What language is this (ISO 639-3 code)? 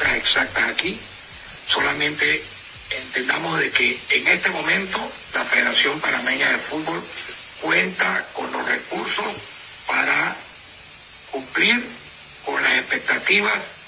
spa